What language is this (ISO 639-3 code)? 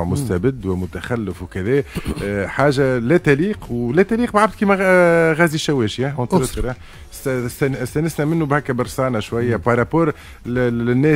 aeb